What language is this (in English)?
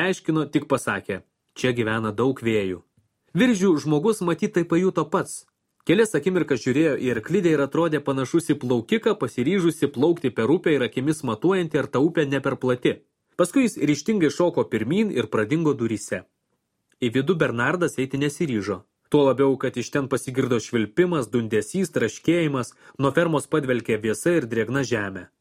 Lithuanian